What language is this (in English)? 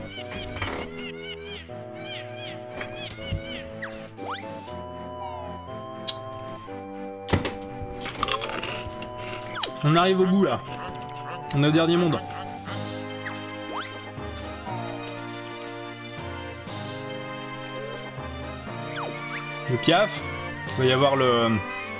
French